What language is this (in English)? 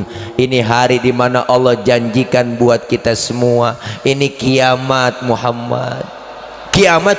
Betawi